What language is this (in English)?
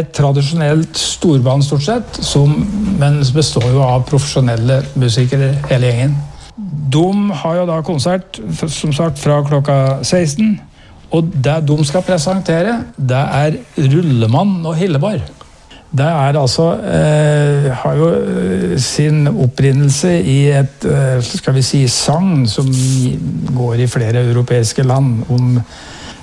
Norwegian